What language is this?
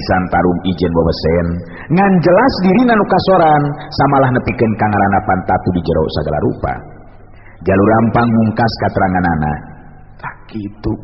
Sundanese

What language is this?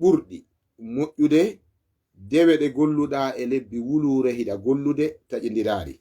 Fula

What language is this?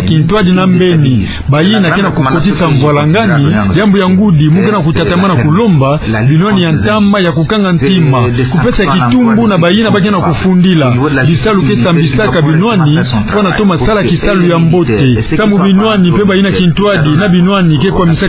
Kituba (Democratic Republic of Congo)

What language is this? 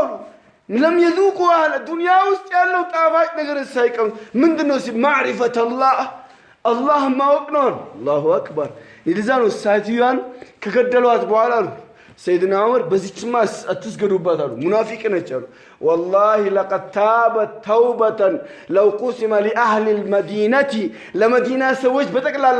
Amharic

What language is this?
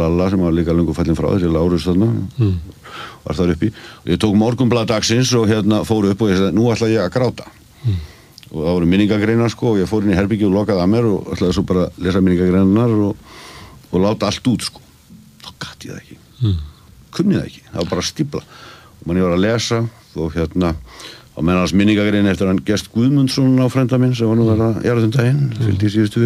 Icelandic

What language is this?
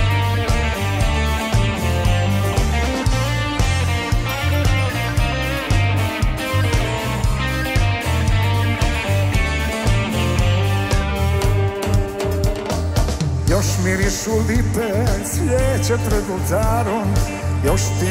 Croatian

